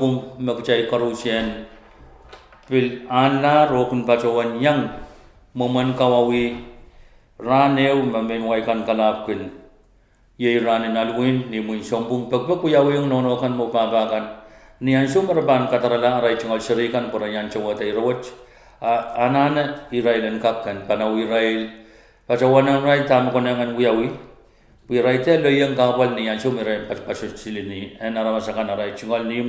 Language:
Pohnpeian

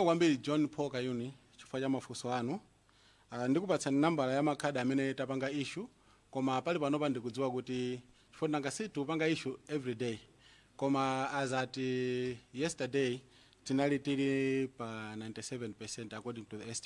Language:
Nyanja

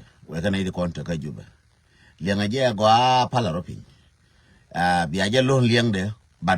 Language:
Nuer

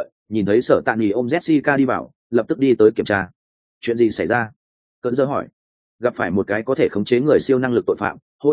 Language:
Vietnamese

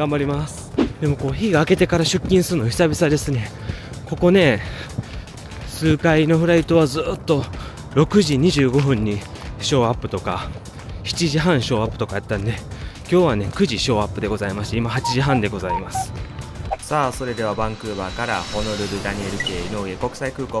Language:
Japanese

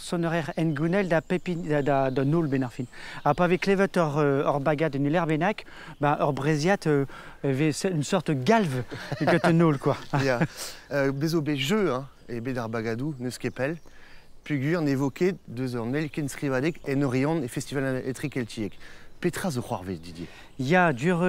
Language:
Breton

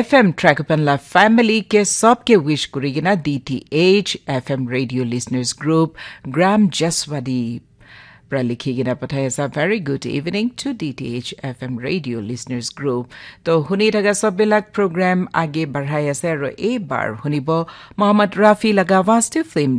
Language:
Naga Pidgin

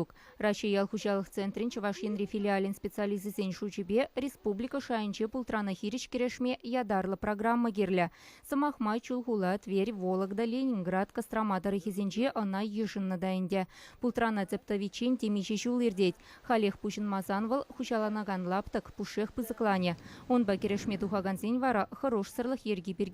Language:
Chuvash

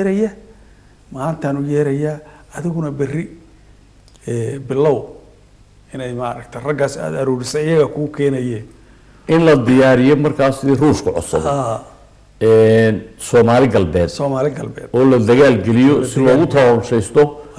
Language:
Somali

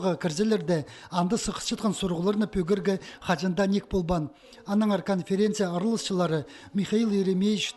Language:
Khakas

